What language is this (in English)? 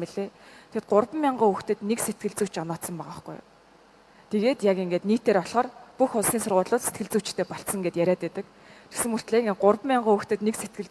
Mongolian